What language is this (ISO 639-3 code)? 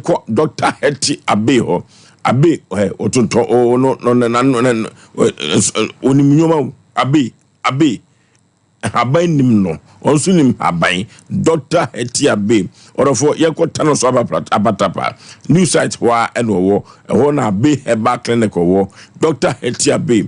aka